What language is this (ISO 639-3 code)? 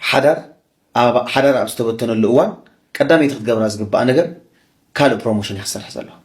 tir